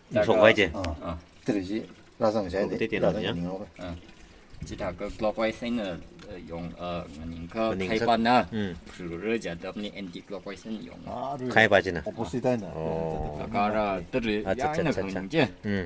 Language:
Tangkhul Naga (India)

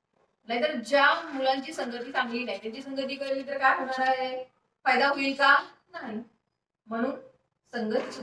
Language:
Marathi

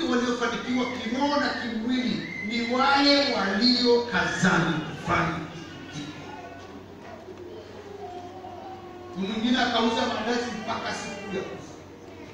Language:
Swahili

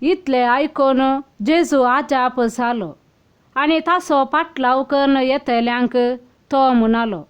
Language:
Konkani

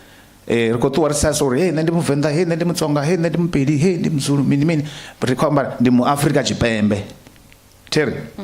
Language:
Venda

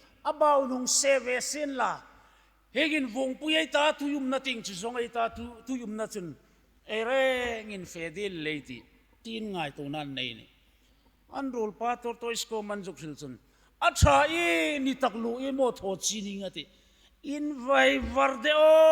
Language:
Hmar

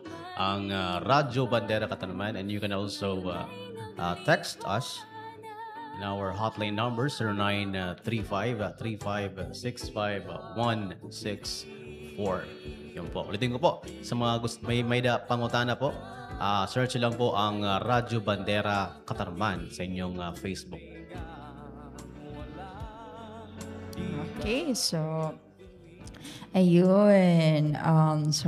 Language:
Filipino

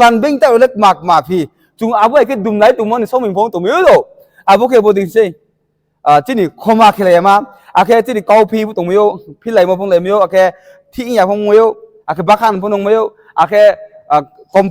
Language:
Riang (India)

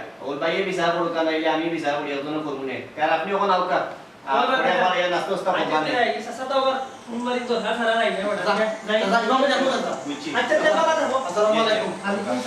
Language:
Sylheti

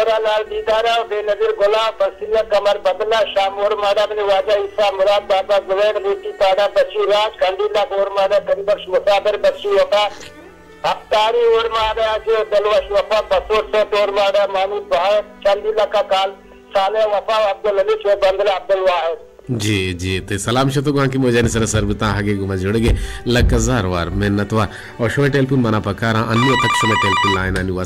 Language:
Baluchi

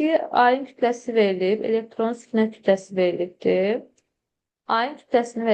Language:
Azerbaijani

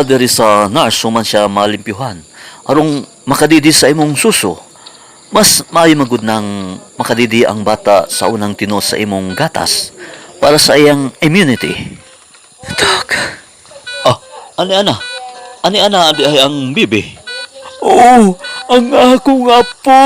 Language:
Cebuano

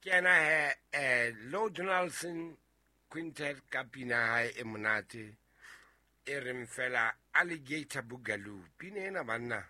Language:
Southern Sotho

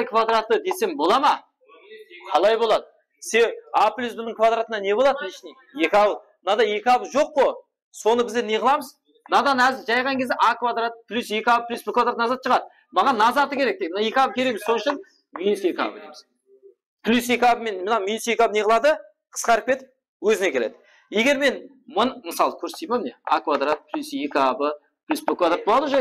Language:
Kara-Kalpak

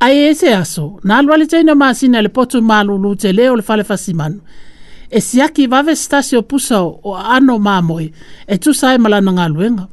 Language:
Samoan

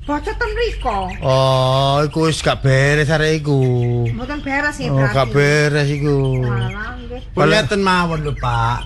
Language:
Javanese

